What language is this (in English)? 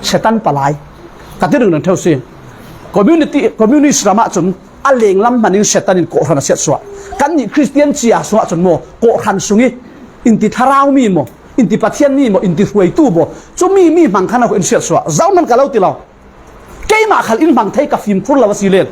Falam Chin